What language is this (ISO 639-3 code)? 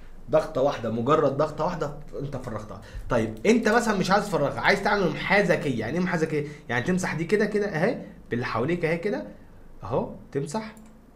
arz